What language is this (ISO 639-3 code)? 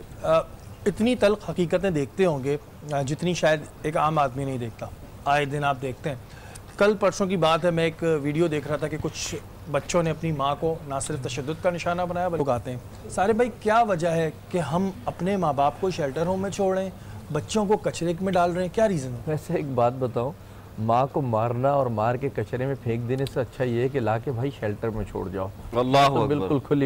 urd